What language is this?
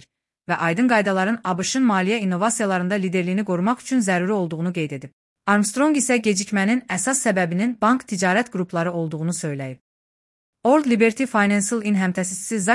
Azerbaijani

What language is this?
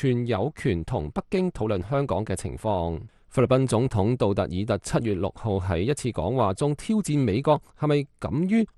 Cantonese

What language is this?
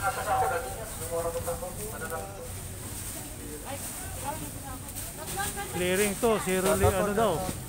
Filipino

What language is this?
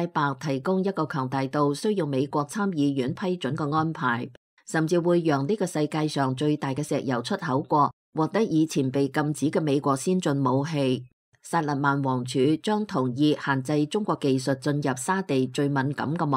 Cantonese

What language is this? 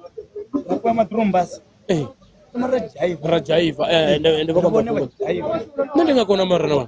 Venda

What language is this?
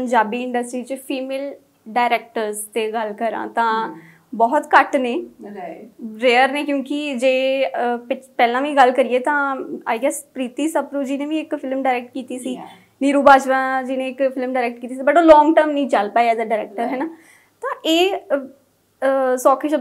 Punjabi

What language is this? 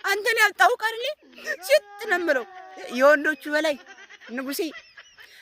Amharic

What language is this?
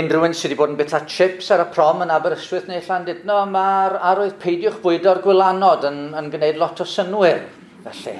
Welsh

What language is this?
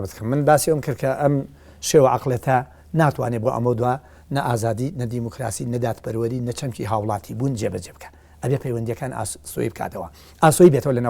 Central Kurdish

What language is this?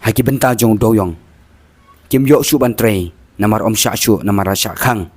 Khasi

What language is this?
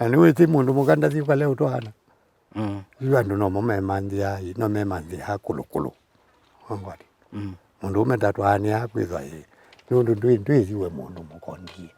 Kamba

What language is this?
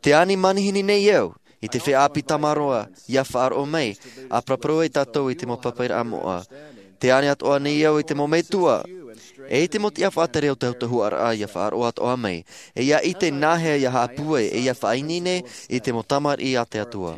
Tahitian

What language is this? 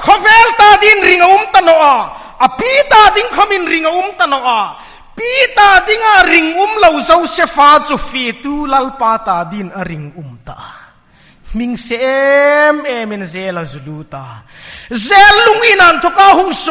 Hmar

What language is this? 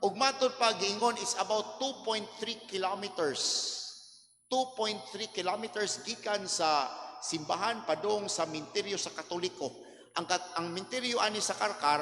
Cebuano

